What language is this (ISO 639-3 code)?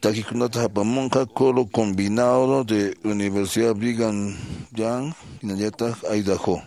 que